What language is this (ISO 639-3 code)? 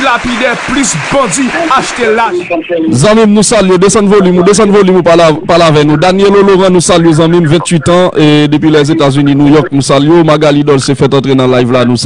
hat